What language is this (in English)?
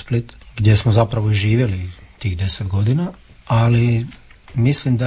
Croatian